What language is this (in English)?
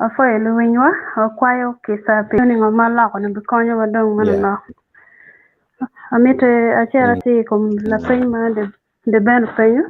Acoli